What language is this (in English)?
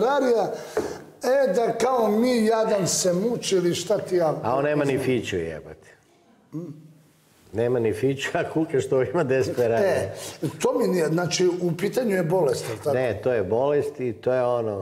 Serbian